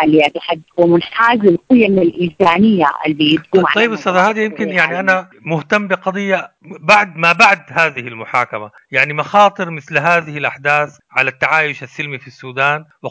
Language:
Sudanese Arabic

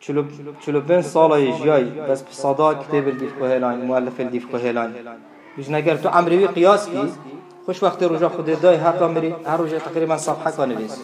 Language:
Kurdish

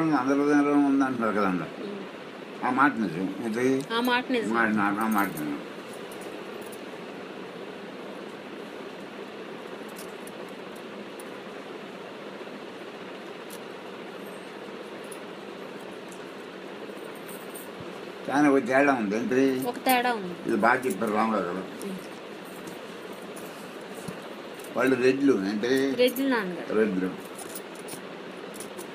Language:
Telugu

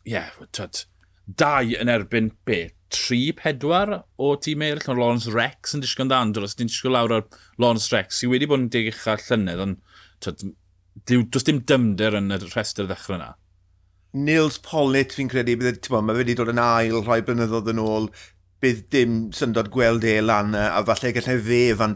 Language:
Welsh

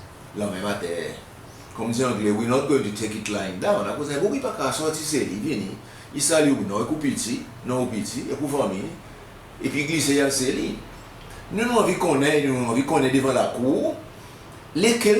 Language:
Seselwa Creole French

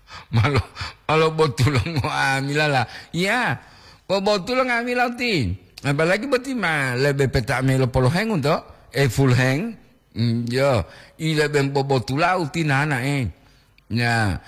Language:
Gorontalo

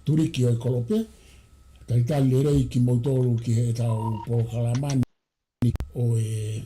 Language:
Tongan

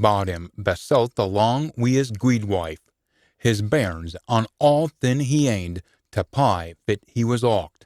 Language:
Scots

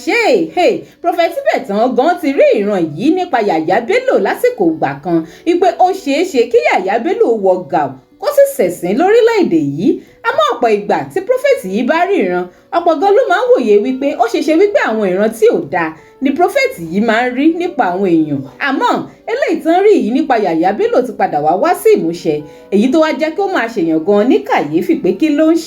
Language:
Yoruba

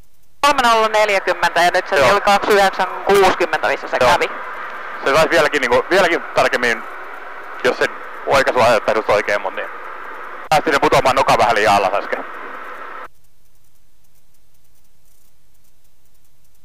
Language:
Finnish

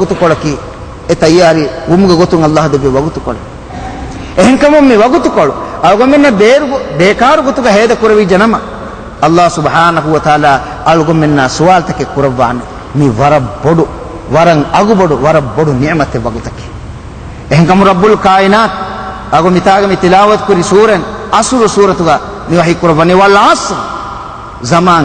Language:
Divehi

